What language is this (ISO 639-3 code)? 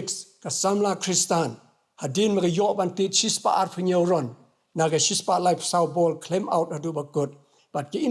kha